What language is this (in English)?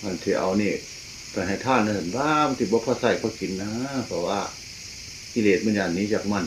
Northeastern Thai